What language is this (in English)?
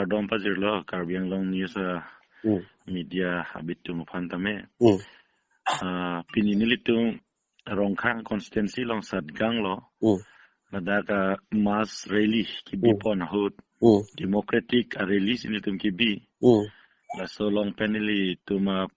Karbi